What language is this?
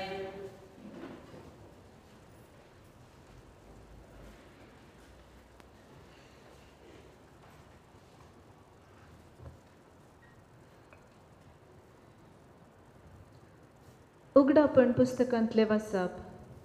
Konkani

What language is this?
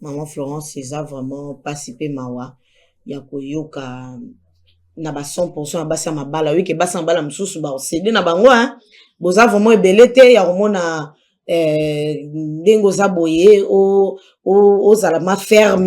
Lingala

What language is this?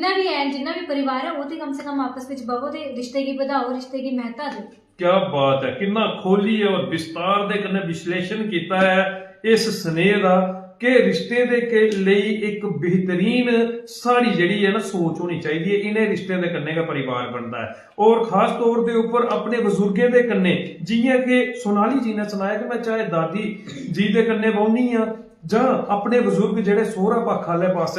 Dogri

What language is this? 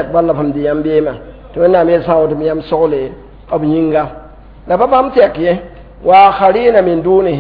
Mossi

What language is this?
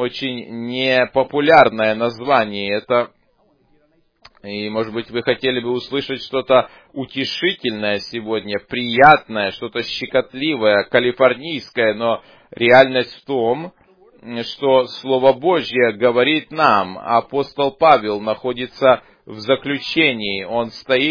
Russian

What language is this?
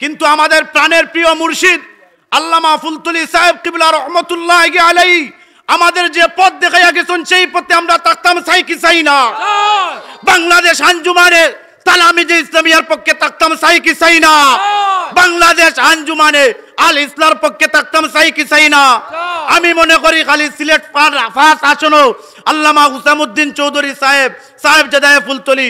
Sylheti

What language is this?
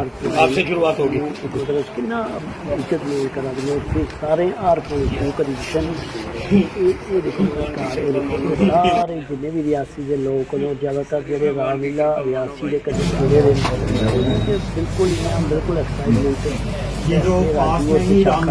Dogri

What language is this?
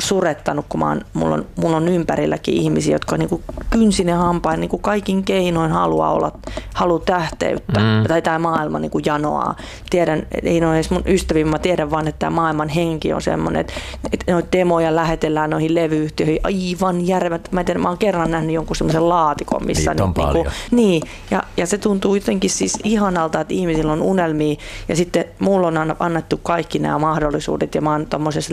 Finnish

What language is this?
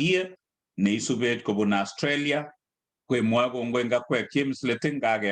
Kalenjin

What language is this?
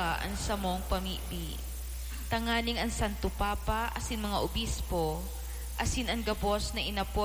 Bikol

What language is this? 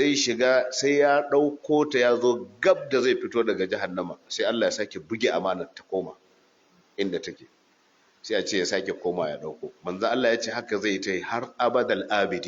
Hausa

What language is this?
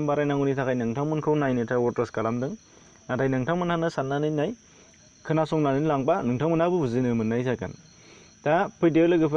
Bodo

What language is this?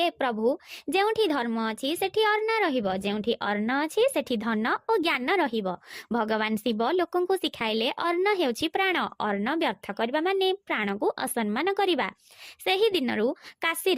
Odia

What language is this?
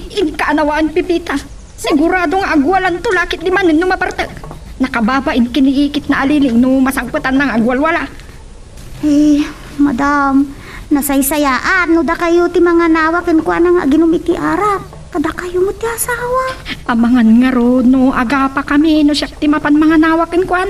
Iloko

